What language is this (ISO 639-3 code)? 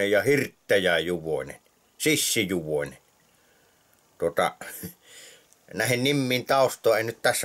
fin